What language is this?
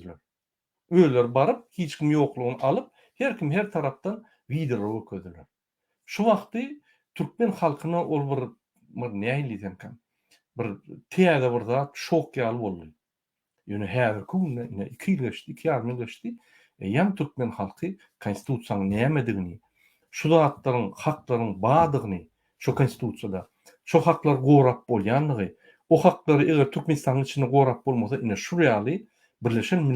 Turkmen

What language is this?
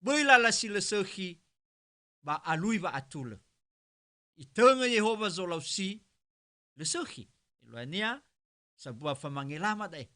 Nias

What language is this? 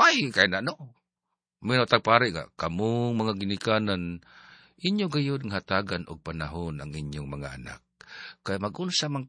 Cebuano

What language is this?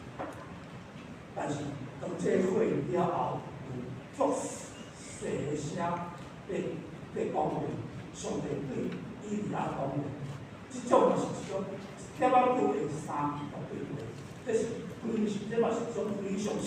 Min Nan Chinese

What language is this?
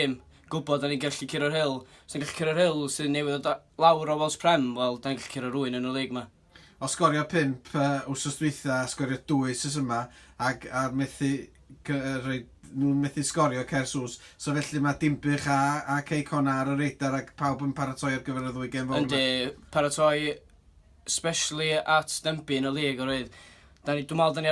Welsh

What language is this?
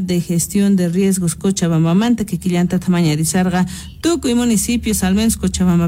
South Bolivian Quechua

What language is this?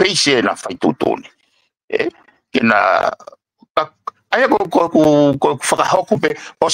Tongan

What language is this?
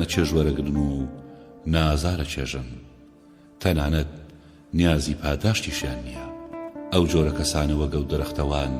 Central Kurdish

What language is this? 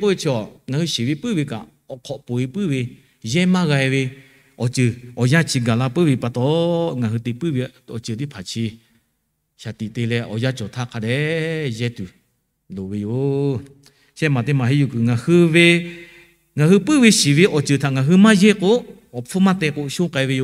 Lahu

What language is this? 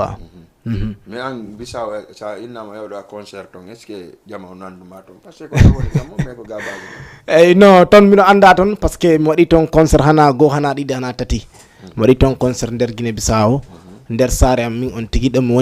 Fula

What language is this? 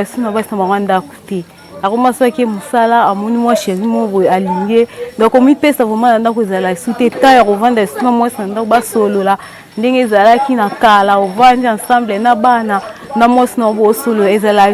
Lingala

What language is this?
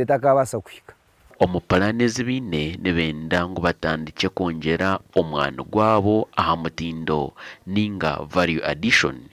Nyankole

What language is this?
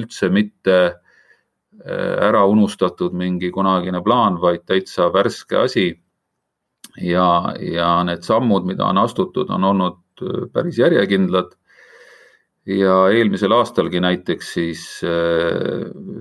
Estonian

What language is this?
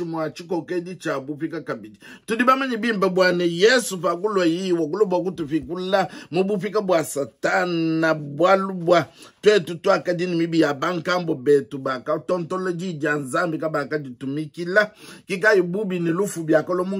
Luba-Lulua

